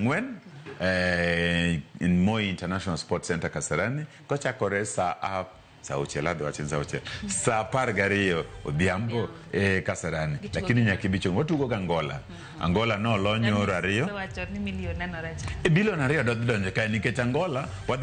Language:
Luo (Kenya and Tanzania)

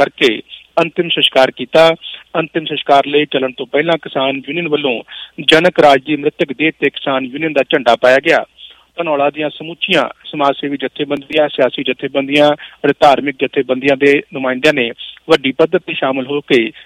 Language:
Punjabi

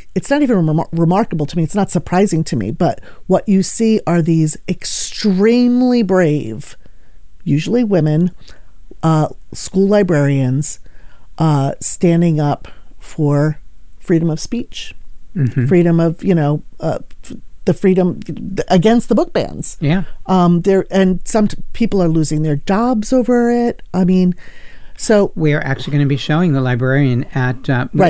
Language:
English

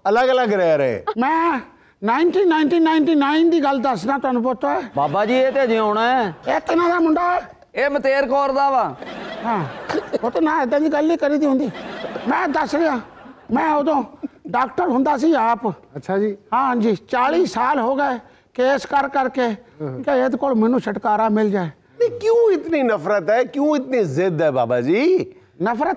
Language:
Punjabi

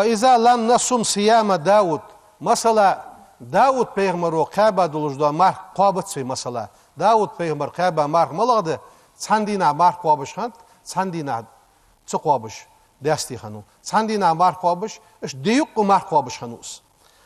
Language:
Ingush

